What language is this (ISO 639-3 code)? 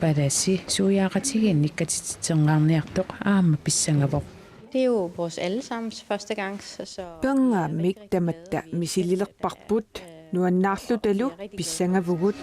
kal